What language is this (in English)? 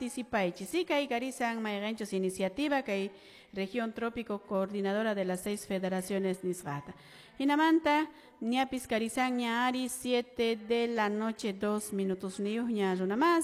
Quechua